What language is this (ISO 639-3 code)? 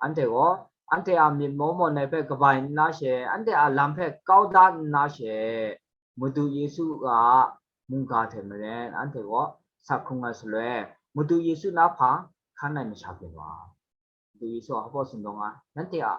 kac